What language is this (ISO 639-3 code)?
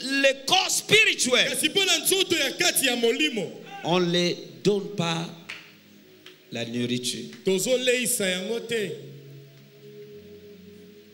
fra